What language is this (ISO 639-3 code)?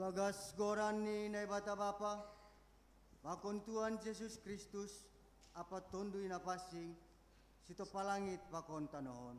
bts